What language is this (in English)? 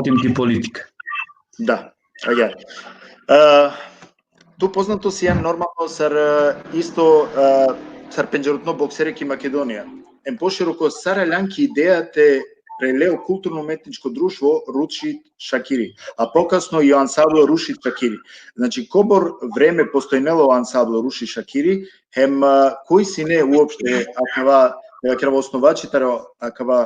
Balkan Romani